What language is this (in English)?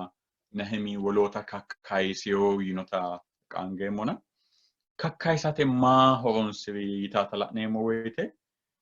Sidamo